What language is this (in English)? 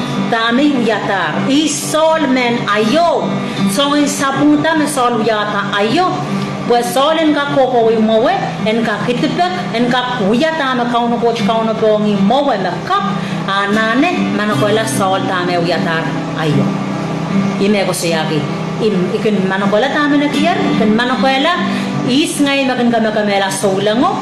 Pohnpeian